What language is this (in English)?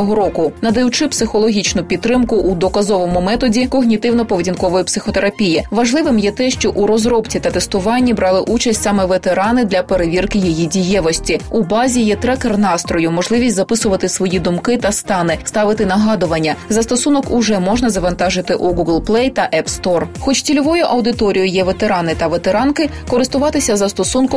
Ukrainian